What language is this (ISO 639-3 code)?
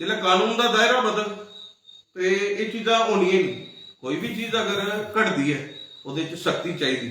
doi